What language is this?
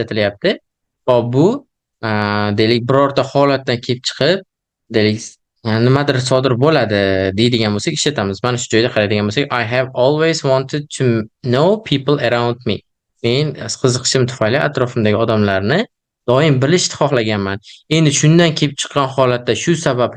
Uzbek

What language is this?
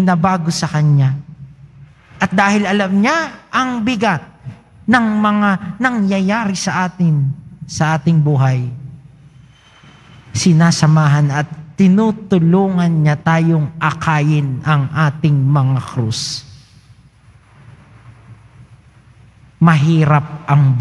Filipino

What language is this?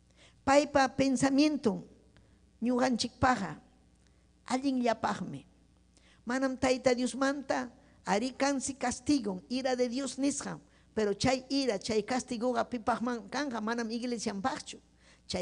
Ayacucho Quechua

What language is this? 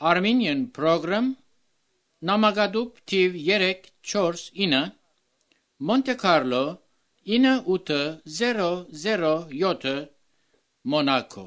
Armenian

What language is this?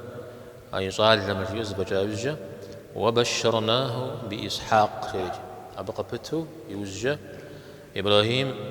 Kabardian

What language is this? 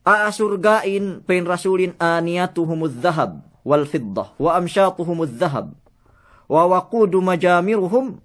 Yakan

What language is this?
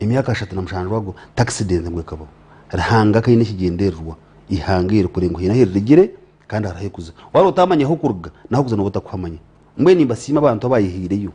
Nyankole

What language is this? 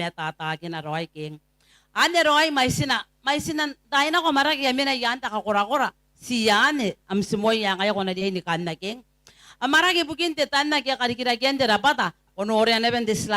Gilbertese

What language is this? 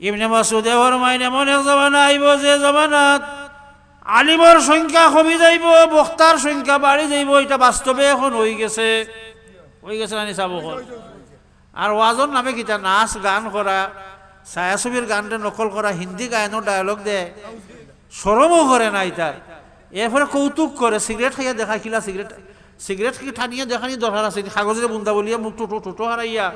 Sylheti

